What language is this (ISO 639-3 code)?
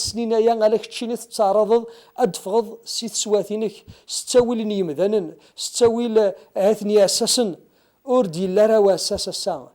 kab